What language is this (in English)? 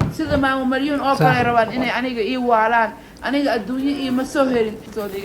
Somali